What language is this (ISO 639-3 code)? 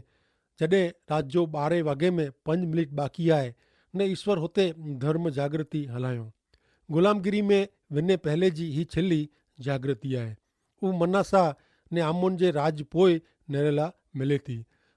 kfr